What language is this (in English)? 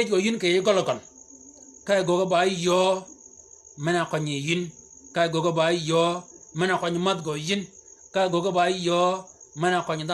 Shilluk